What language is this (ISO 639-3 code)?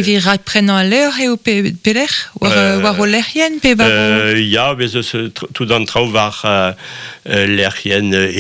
bre